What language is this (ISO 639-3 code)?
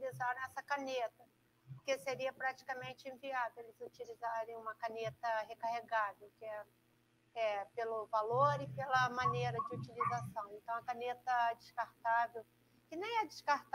por